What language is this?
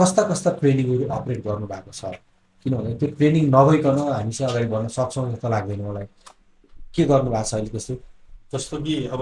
Nepali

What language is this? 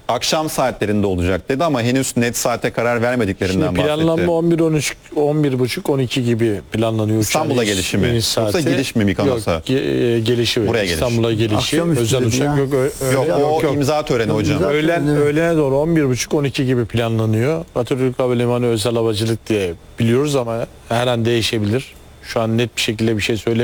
Turkish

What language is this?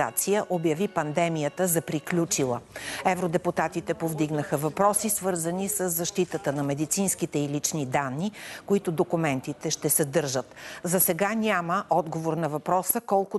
Bulgarian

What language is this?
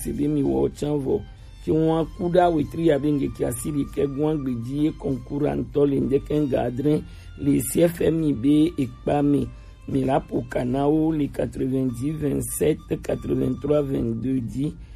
Gen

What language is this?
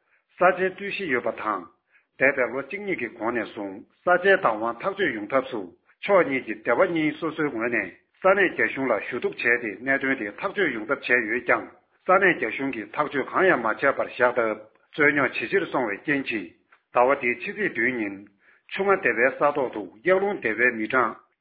Tibetan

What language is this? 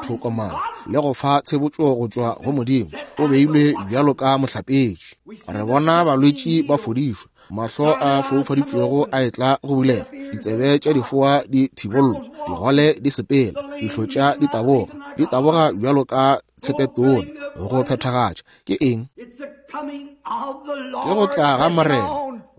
Northern Sotho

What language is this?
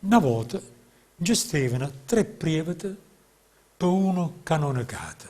Neapolitan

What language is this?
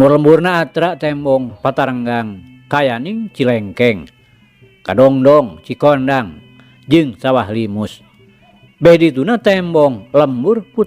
Sundanese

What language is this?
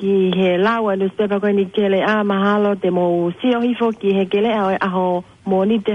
Tongan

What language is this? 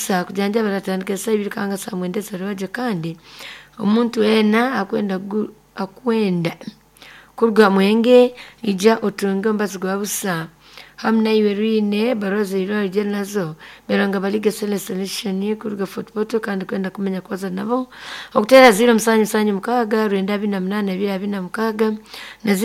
Nyoro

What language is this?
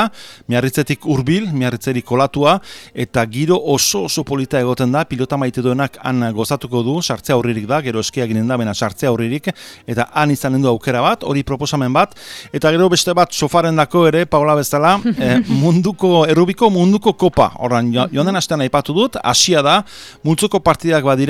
Basque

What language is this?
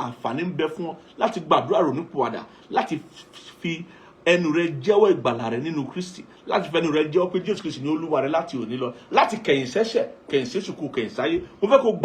Yoruba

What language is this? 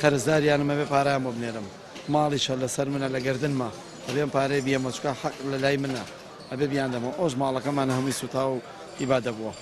Central Kurdish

